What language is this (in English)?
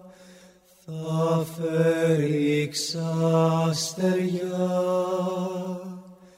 Greek